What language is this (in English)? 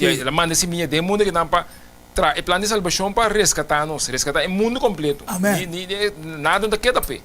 Papiamento